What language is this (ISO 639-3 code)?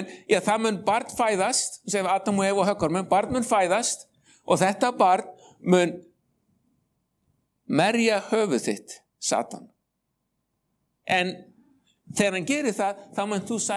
isl